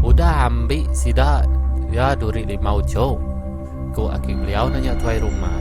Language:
Iban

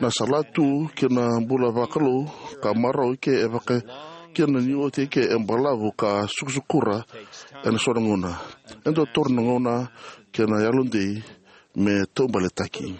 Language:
Fijian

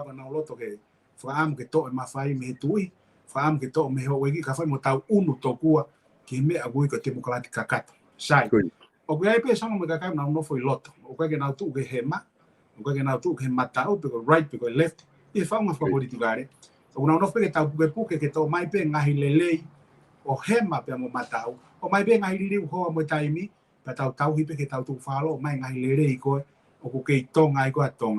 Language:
Tongan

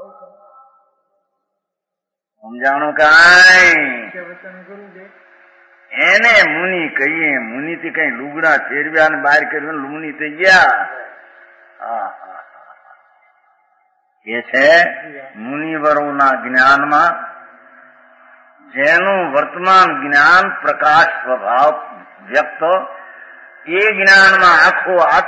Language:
Gujarati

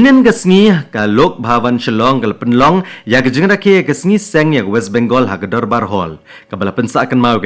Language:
Khasi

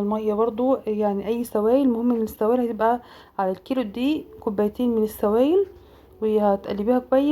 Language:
Egyptian Arabic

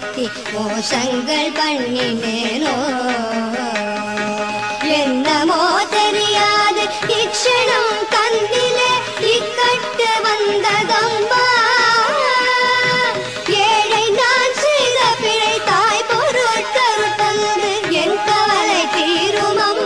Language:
Tamil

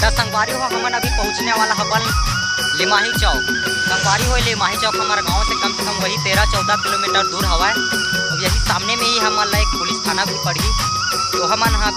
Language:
Chhattisgarhi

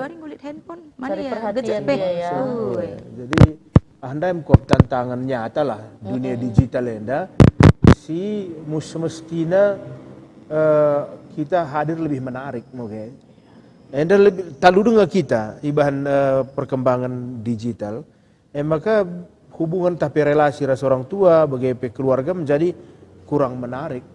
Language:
Batak Karo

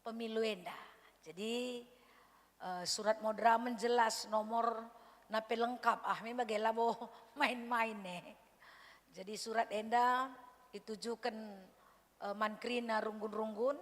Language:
Batak Karo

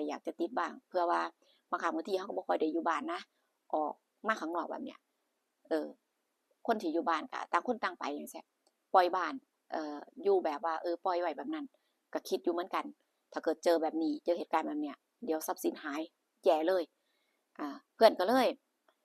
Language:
Northeastern Thai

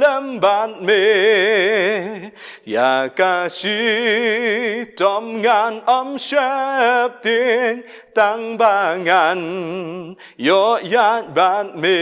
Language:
Khasi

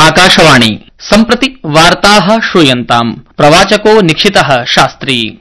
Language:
Sanskrit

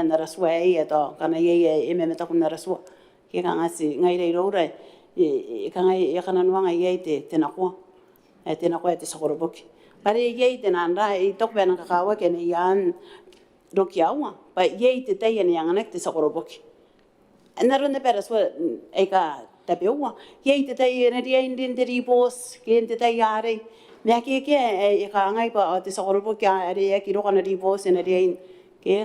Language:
Gilbertese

